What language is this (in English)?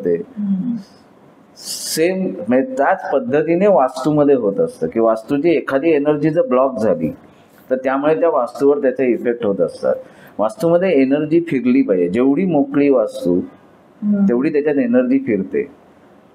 Marathi